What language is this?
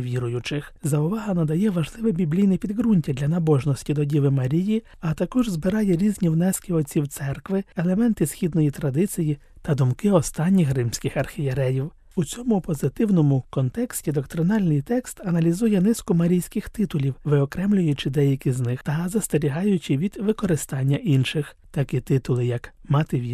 Ukrainian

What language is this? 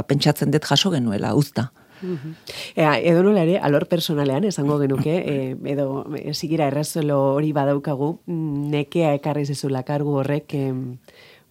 Basque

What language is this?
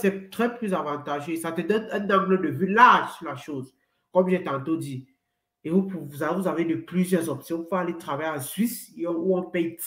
French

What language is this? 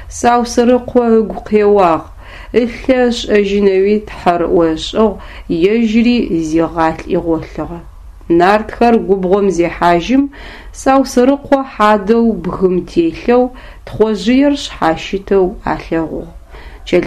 Adyghe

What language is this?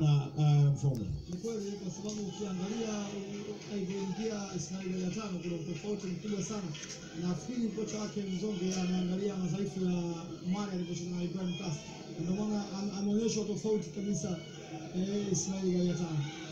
Swahili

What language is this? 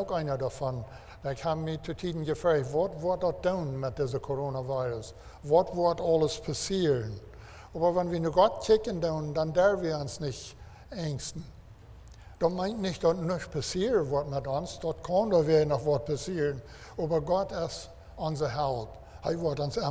Plautdietsch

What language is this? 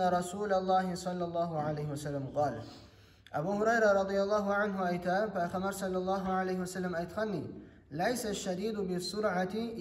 Kumyk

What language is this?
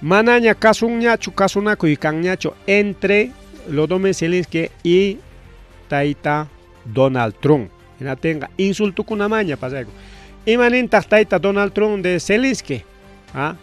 Ayacucho Quechua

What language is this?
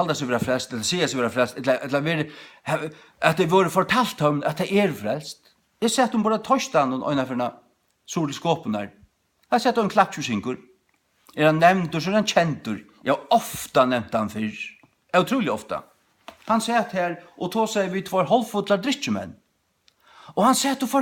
Faroese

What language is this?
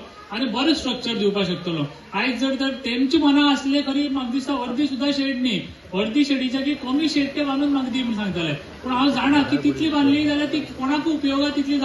Konkani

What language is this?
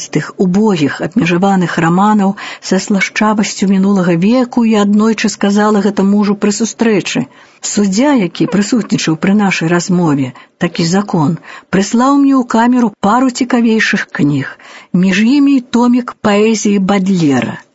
Belarusian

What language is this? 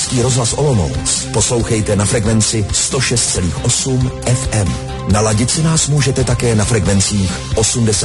Czech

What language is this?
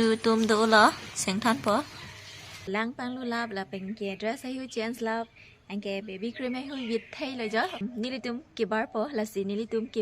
Karbi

